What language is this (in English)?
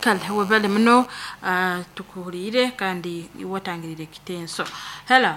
Nyoro